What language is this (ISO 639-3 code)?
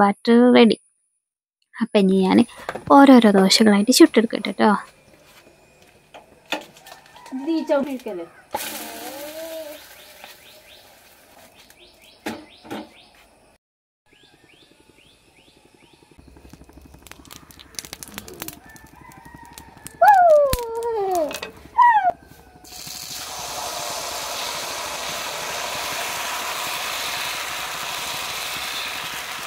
mal